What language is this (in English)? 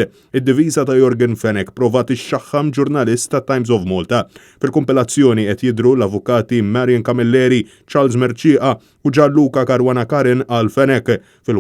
Maltese